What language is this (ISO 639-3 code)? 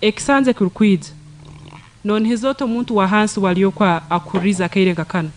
nyn